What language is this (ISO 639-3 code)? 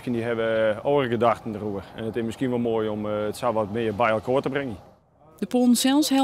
fry